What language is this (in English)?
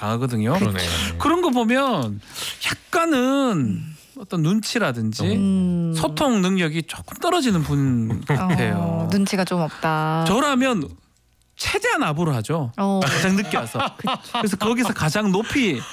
Korean